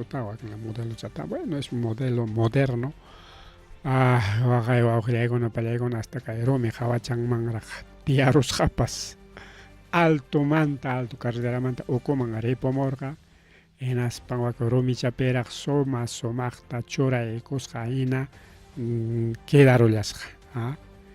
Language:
Ayacucho Quechua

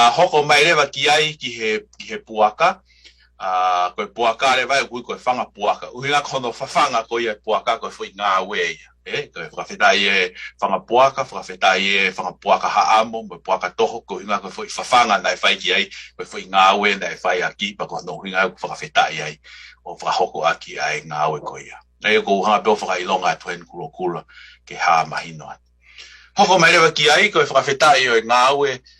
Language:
Tongan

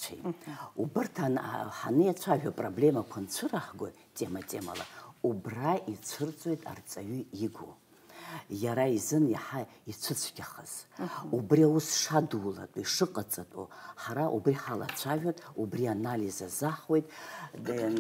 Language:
Abkhazian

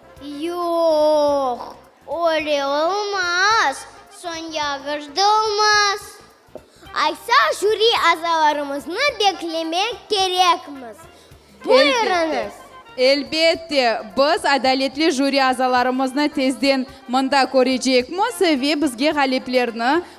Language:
Crimean Tatar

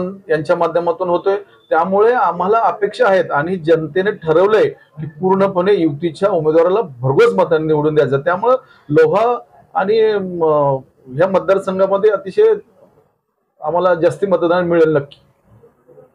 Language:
Marathi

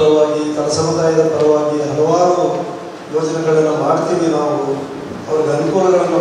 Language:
Kannada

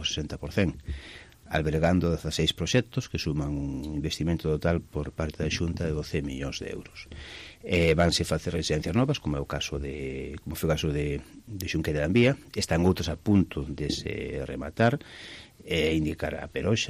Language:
Galician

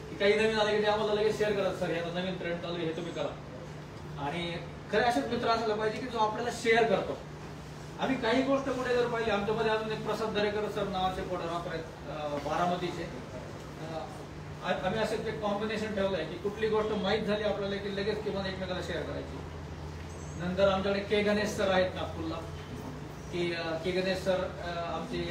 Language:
Marathi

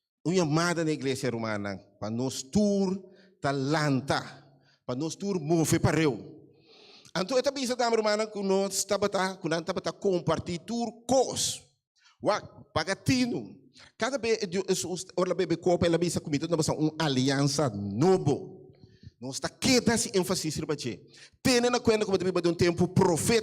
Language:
Papiamento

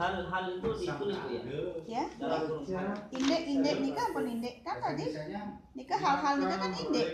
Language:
Balinese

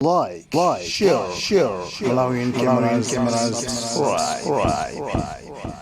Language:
Nyanja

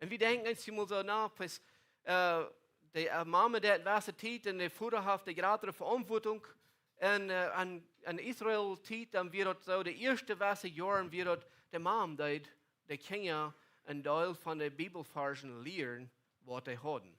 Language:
Plautdietsch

